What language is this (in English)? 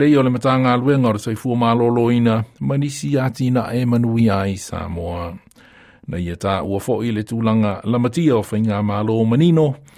Samoan